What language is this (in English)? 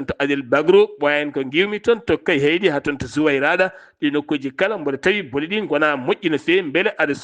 Fula